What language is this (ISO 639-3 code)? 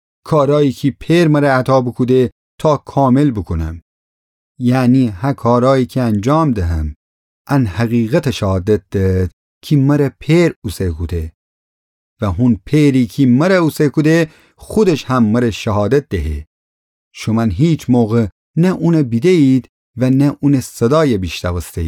glk